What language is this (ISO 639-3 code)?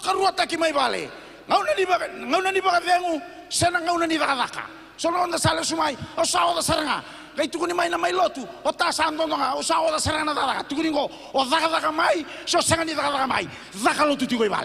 fij